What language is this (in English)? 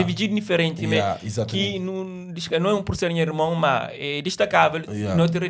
Kabuverdianu